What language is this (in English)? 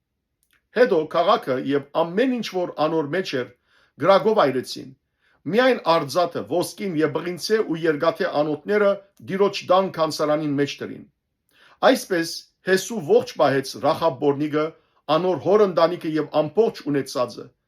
Western Armenian